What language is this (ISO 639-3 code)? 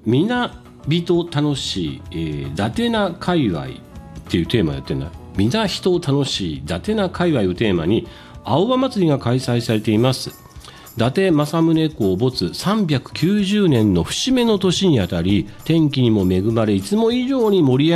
jpn